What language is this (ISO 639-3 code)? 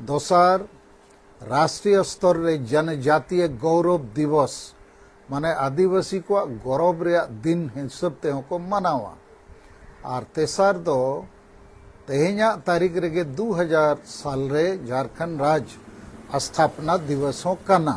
sat